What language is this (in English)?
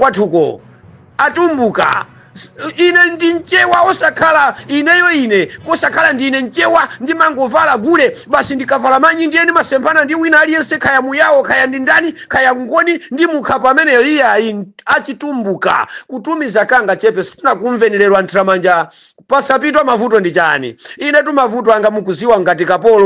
Nyanja